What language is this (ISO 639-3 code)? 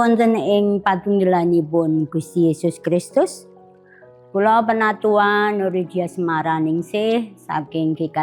jav